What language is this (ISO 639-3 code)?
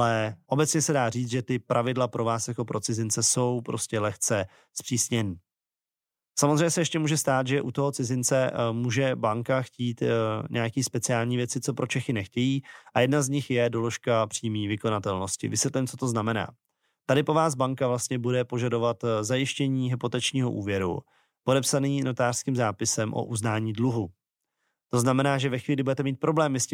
ces